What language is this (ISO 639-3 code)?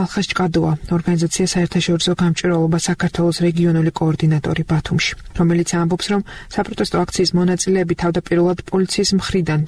kat